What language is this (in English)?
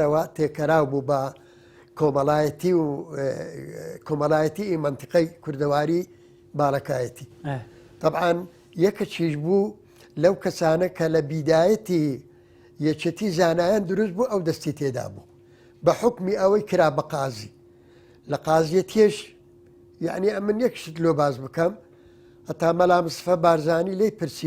Central Kurdish